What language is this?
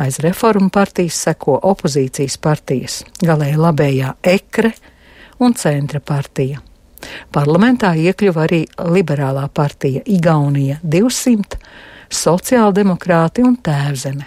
Latvian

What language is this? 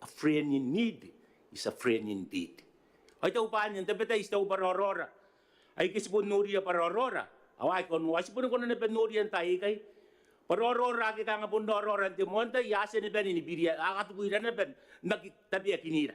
Gilbertese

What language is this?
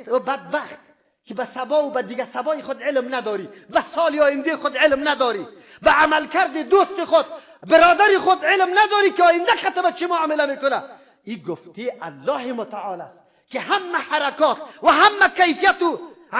Persian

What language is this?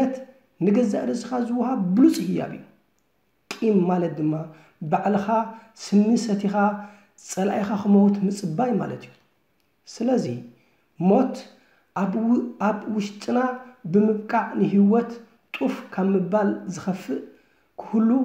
Tigrinya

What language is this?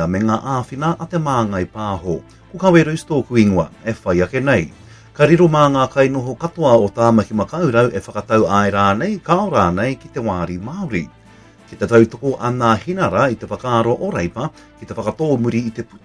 Māori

